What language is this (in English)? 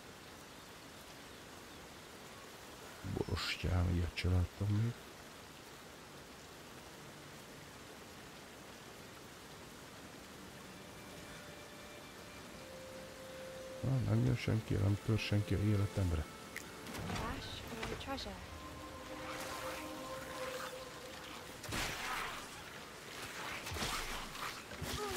Hungarian